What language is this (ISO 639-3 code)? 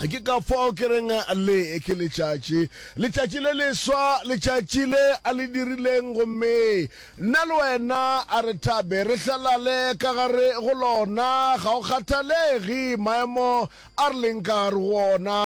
nso